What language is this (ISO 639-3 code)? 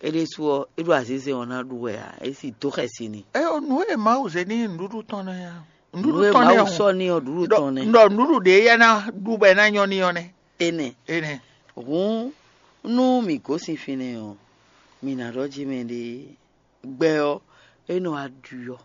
fon